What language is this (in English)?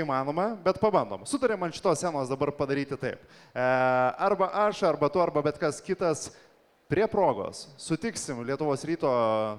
Lithuanian